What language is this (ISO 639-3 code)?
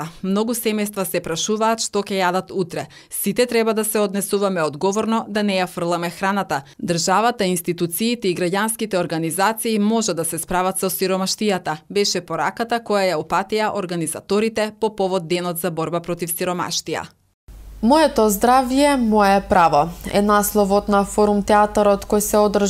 mkd